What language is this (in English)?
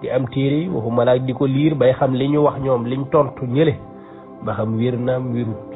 Wolof